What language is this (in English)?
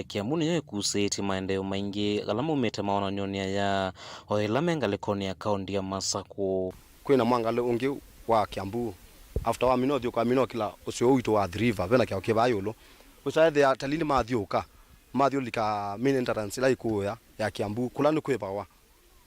Kamba